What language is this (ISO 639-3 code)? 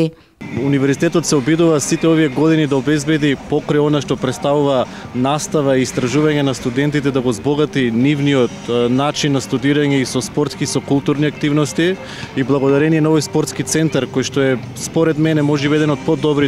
mkd